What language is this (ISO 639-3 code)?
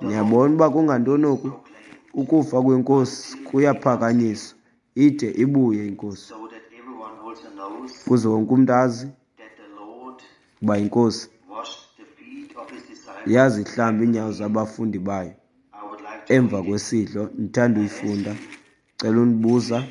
xho